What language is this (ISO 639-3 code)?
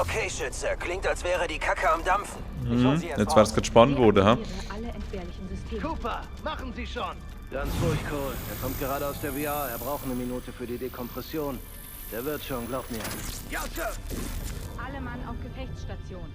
gsw